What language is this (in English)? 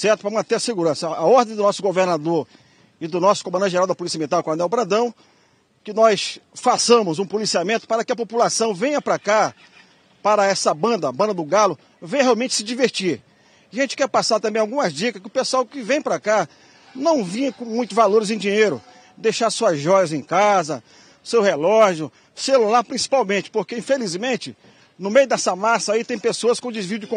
Portuguese